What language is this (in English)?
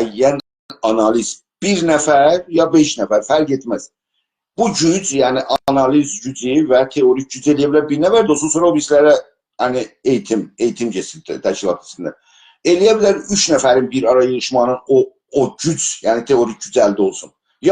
South Azerbaijani